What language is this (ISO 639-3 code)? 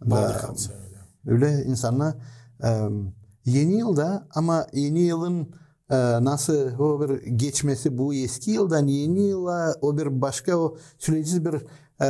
gag